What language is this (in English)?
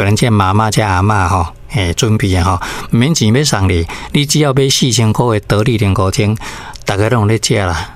Min Nan Chinese